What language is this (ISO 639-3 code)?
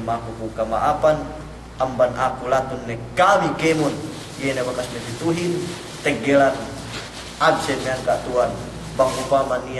yka